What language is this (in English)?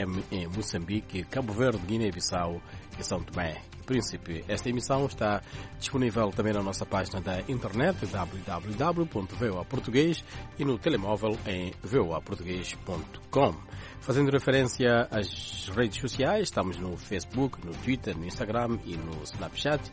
Portuguese